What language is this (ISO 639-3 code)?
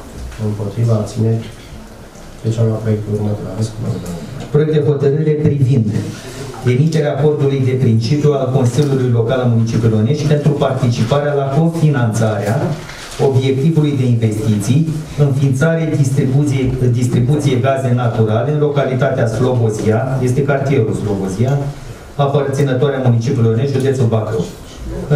ron